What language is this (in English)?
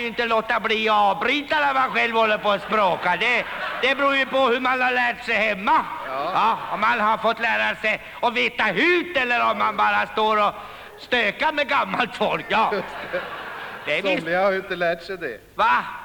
Swedish